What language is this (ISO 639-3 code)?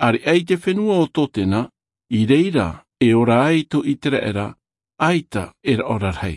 tah